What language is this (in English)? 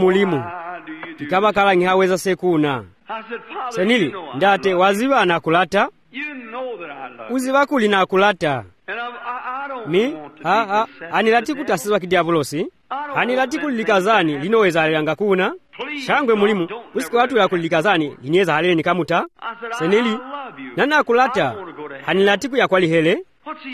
Swahili